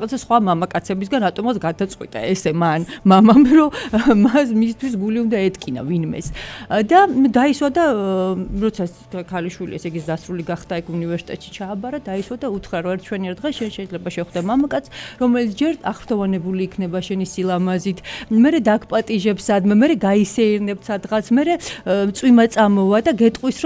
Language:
Georgian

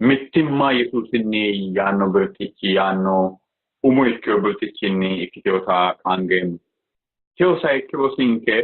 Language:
Sidamo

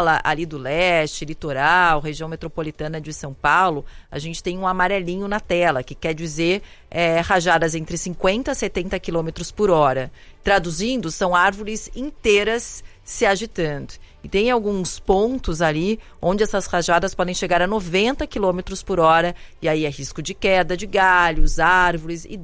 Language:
Portuguese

